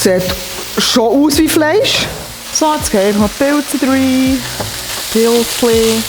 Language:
Swiss German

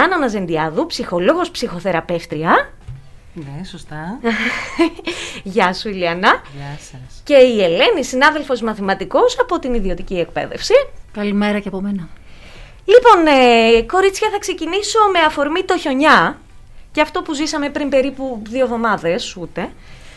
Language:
Greek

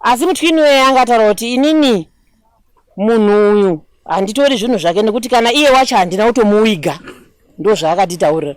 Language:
Shona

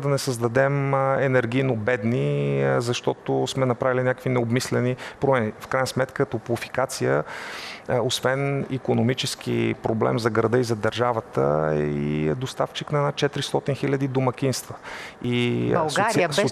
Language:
Bulgarian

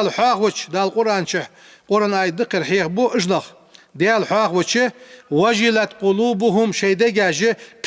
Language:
Ingush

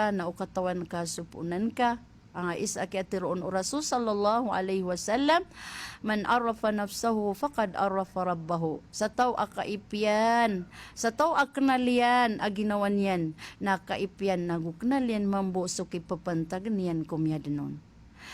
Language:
Maranao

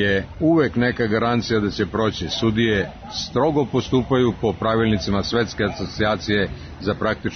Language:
Serbian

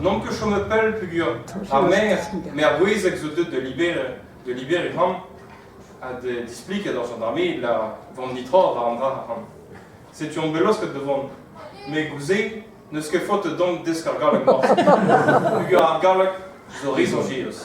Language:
Breton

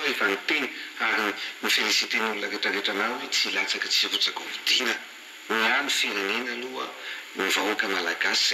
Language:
Malagasy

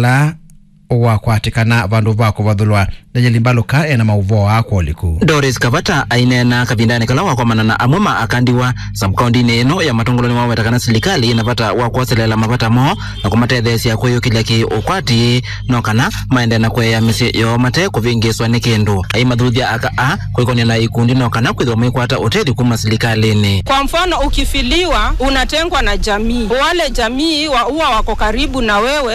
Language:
Kamba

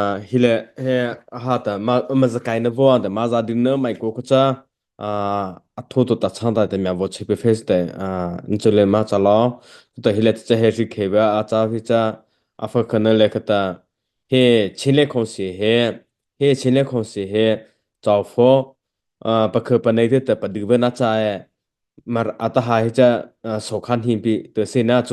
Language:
Mara Chin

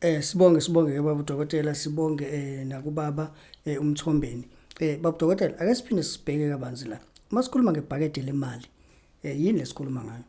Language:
Zulu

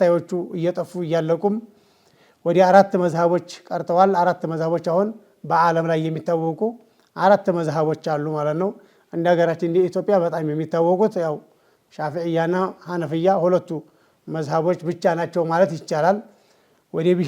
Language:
Amharic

